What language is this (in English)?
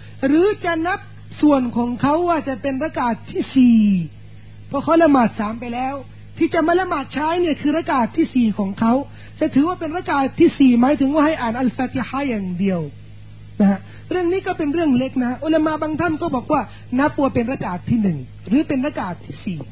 Thai